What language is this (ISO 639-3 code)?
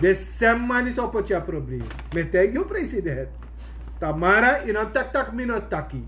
srn